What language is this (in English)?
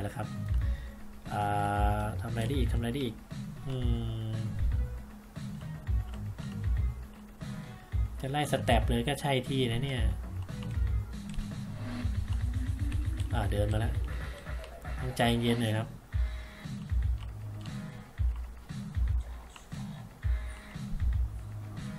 Thai